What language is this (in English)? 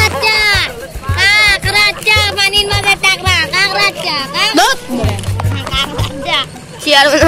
Sylheti